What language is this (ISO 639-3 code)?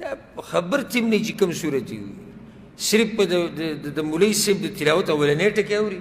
pus